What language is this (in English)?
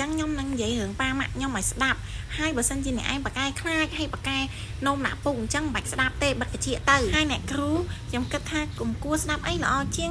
Khmer